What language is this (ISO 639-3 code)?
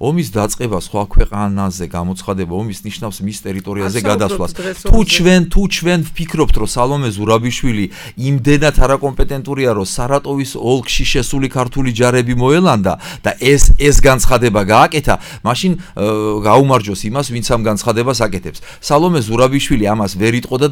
kat